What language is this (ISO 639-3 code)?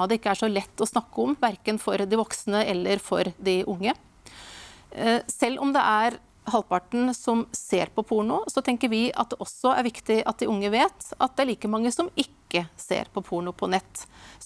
nor